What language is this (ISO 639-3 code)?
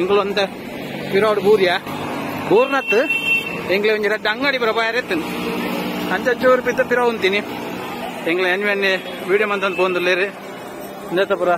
tcy